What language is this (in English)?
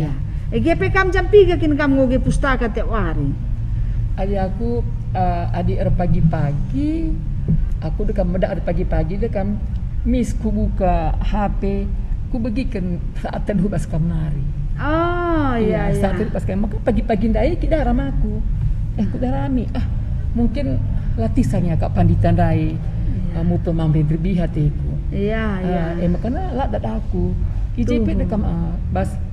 Batak Karo